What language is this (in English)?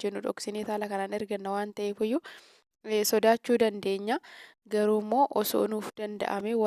Oromo